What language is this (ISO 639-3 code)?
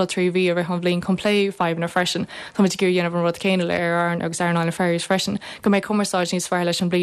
gle